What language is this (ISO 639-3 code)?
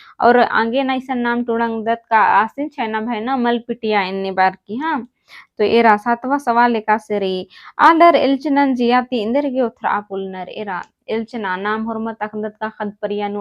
kru